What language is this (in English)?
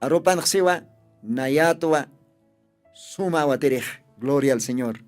Aymara